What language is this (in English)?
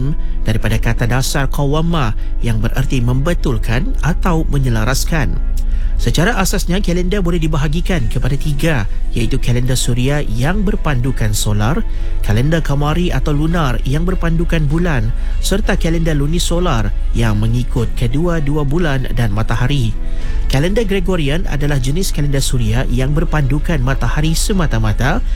Malay